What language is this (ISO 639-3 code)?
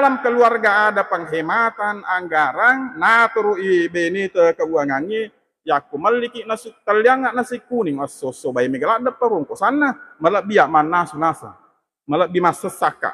bug